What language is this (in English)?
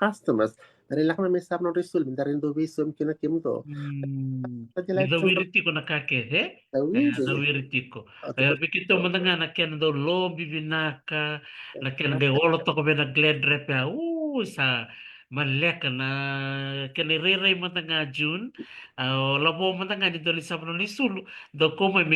Fijian